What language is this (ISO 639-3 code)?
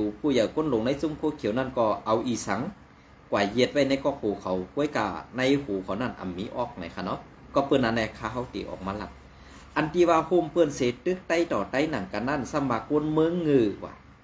shn